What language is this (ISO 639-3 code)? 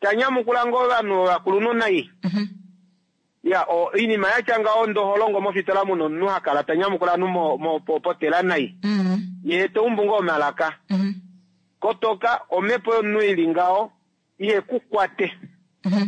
kua